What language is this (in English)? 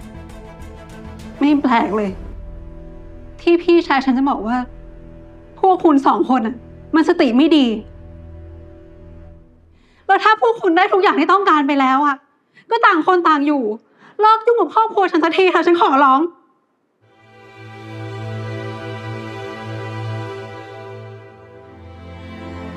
Thai